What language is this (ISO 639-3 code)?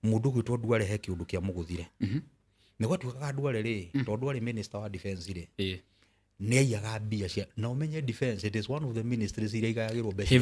kik